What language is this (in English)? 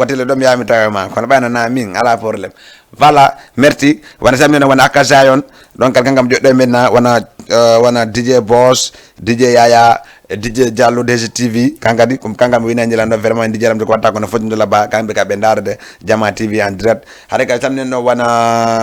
Fula